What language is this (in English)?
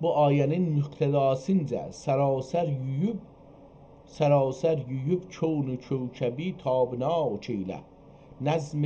South Azerbaijani